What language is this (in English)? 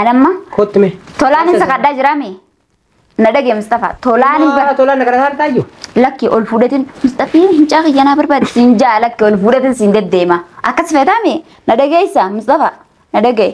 Oromo